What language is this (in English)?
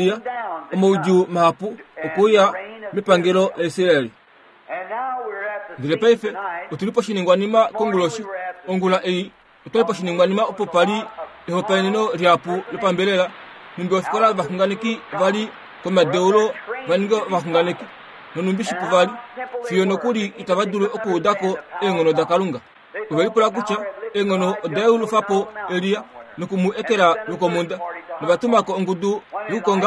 Kuanyama